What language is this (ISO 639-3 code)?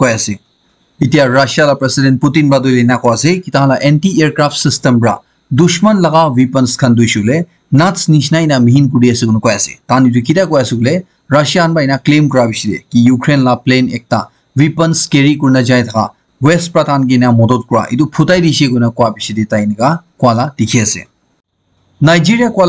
nag